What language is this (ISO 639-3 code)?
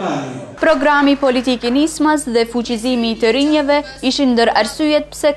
sqi